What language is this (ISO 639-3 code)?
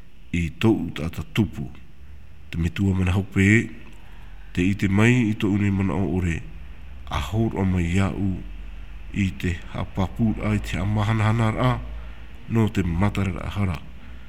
tah